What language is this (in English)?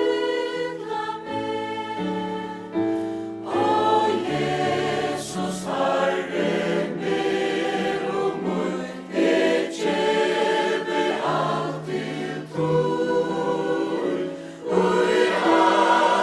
Faroese